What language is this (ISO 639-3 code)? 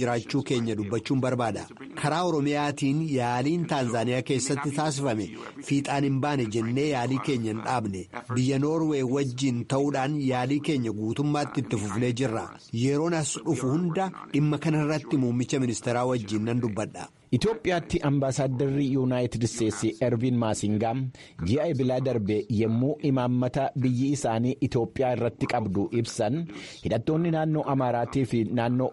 orm